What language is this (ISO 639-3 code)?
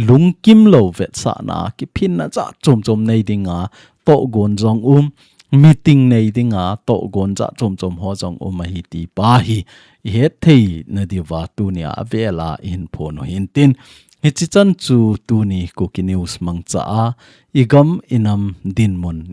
tcz